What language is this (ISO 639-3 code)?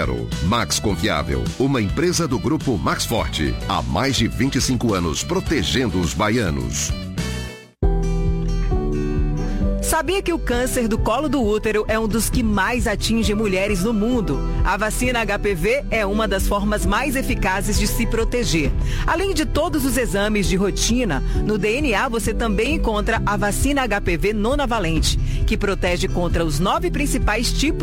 por